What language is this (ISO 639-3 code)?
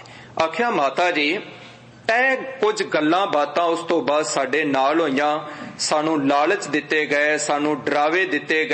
pan